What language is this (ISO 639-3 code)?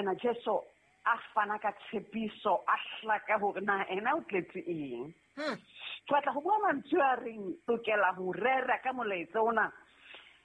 sot